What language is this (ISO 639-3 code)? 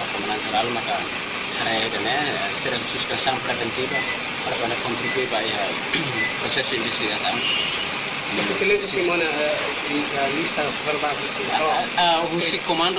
tet